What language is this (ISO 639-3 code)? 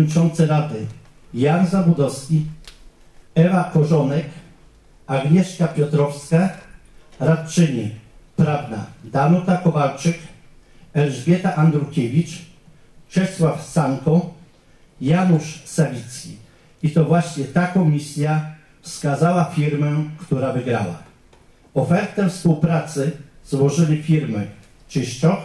pol